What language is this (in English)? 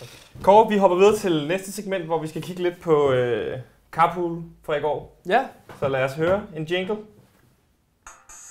Danish